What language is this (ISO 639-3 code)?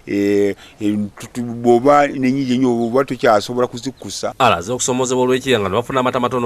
lug